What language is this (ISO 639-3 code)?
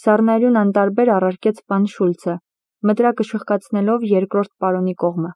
hye